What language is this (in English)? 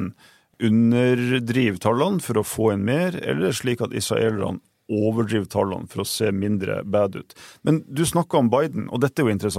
Norwegian